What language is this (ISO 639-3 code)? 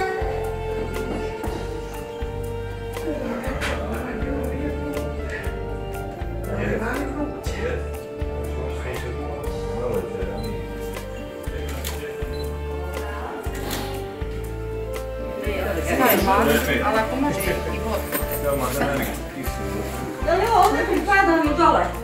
bos